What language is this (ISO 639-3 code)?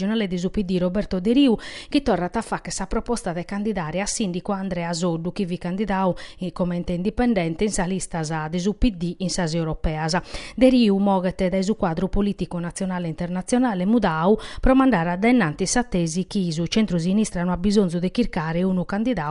srd